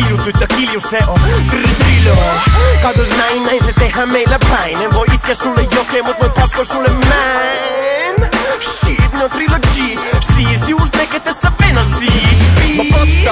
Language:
Finnish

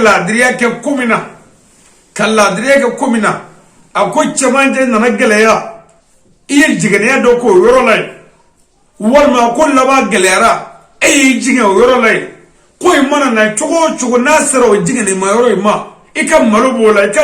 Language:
Bambara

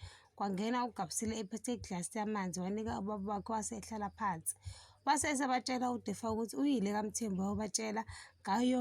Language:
Zulu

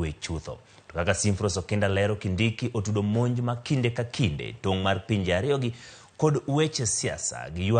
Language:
Luo (Kenya and Tanzania)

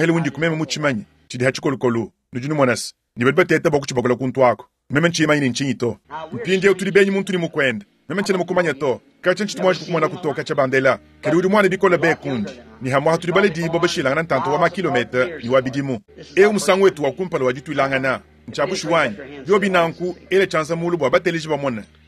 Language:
Luba-Lulua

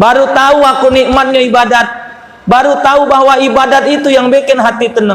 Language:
Musi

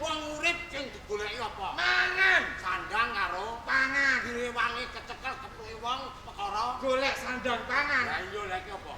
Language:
Javanese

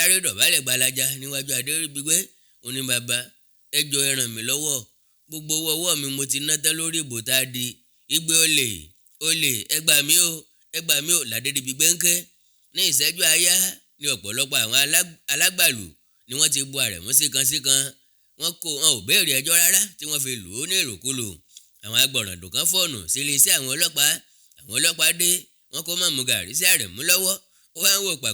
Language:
Yoruba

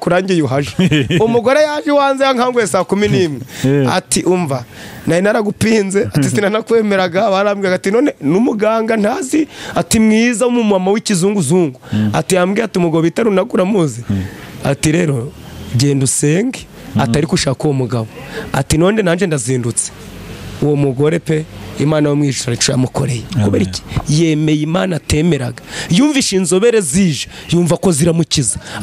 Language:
Kinyarwanda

